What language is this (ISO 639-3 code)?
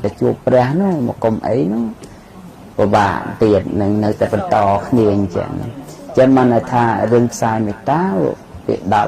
khm